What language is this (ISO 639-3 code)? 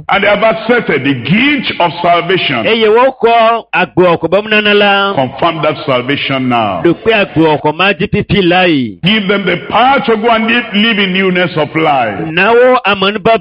ewe